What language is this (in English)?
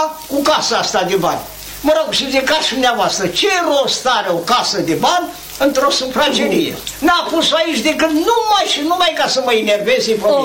Romanian